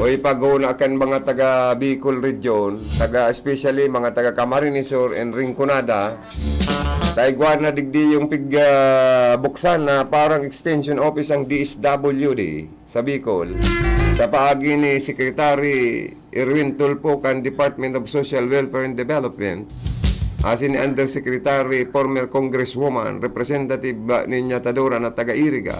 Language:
Bikol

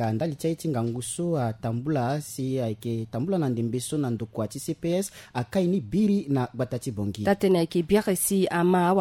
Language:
Sango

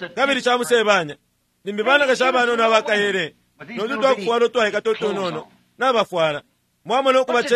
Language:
Bemba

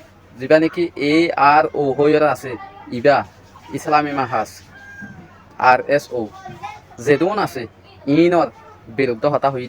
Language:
Rohingya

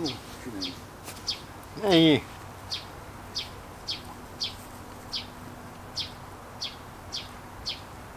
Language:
Slovak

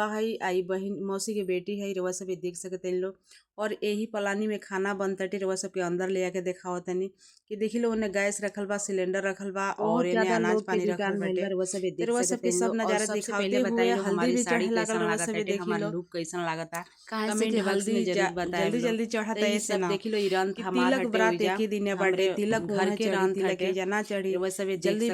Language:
Bhojpuri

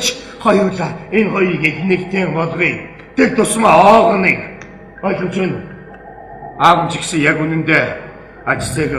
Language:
Mongolian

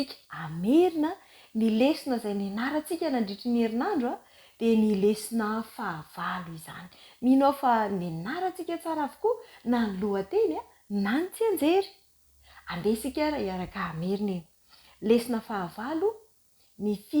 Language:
Malagasy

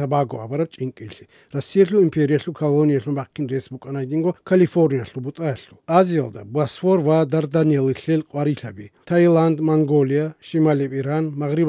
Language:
Avaric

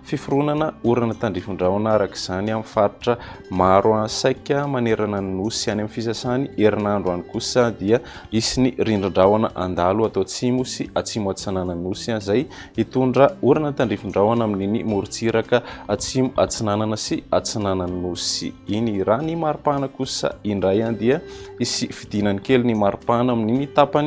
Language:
Malagasy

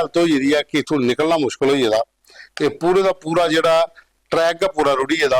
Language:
Dogri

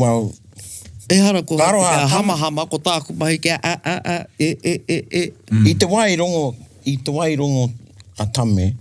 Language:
Māori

